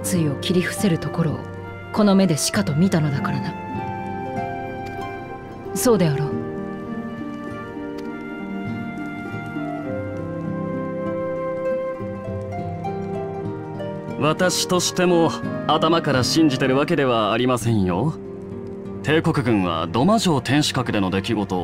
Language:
Japanese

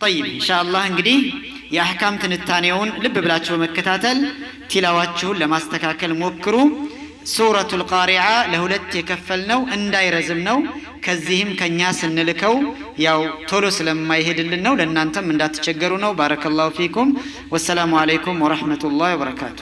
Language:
Amharic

